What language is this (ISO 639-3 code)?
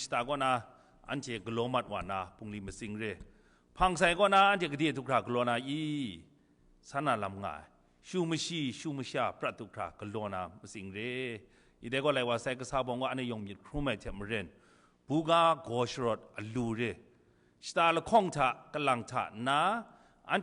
kac